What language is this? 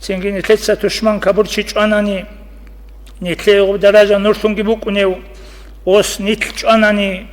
Avaric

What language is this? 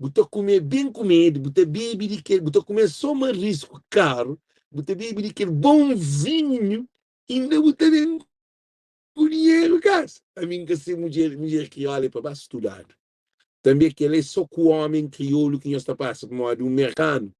Kabuverdianu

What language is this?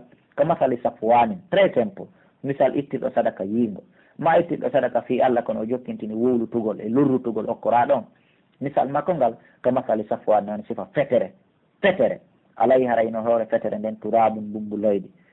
Pular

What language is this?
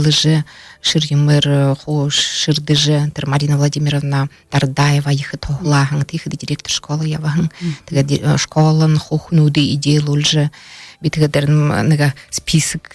Buriat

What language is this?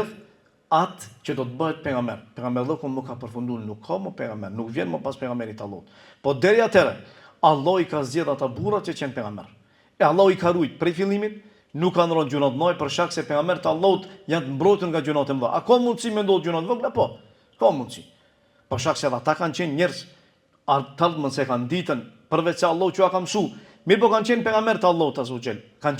Albanian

